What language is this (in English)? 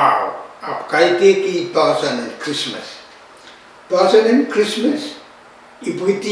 Pohnpeian